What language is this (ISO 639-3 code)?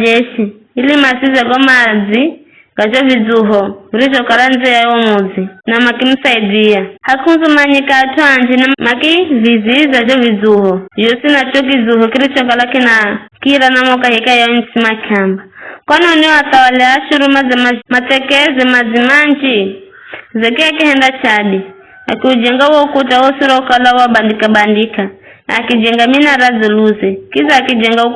nyf